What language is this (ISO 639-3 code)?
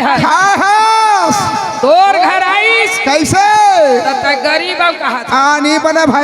hne